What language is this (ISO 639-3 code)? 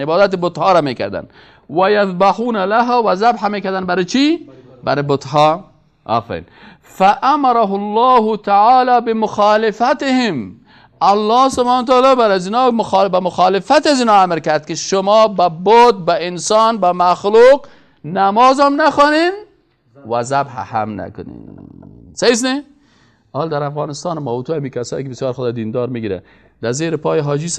fas